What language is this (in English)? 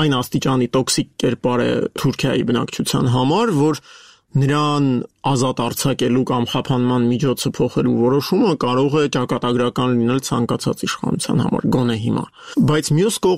Armenian